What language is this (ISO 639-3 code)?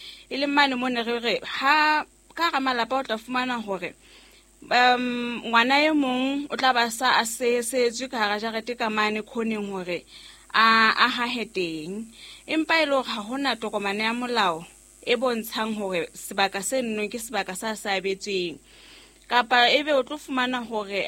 sot